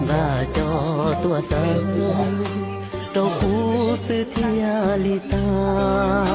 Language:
Hmong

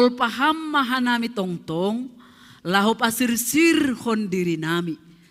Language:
Batak Simalungun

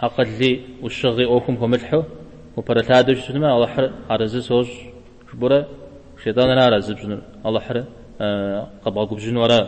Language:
Kabardian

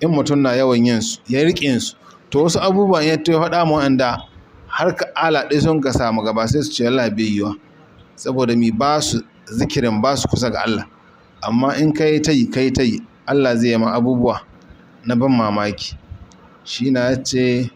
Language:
Hausa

